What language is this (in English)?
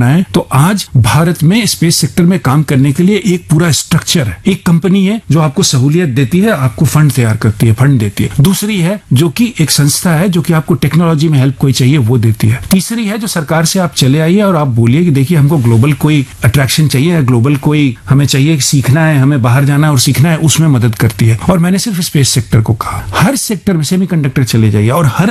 Hindi